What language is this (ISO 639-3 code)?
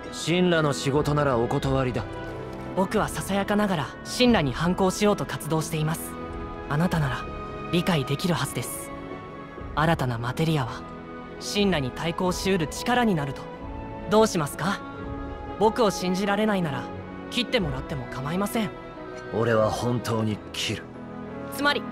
jpn